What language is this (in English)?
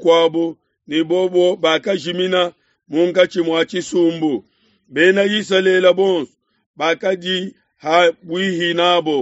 Luba-Lulua